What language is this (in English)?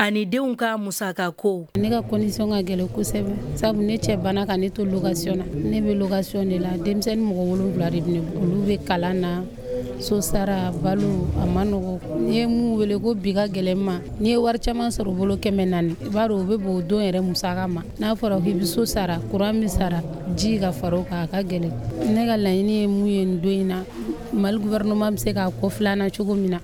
Bambara